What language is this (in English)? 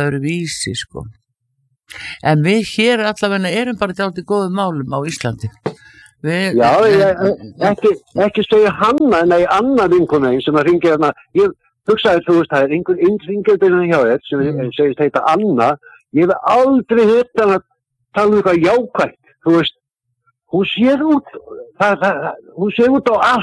Icelandic